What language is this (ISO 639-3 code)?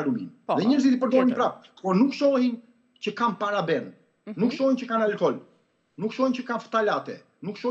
sqi